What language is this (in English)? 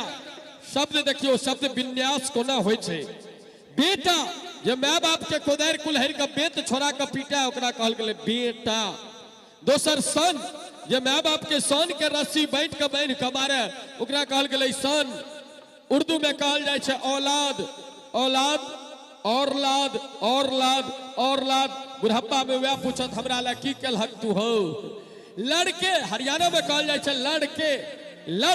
Maithili